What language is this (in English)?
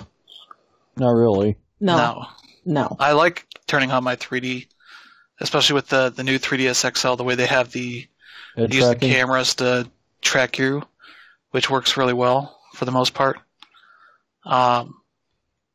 English